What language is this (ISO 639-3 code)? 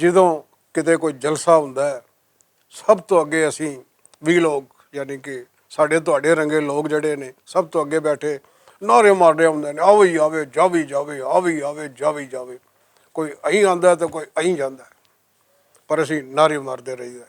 lah